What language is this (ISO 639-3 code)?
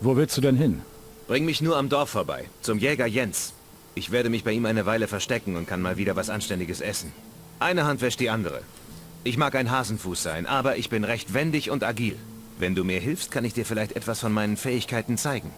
bar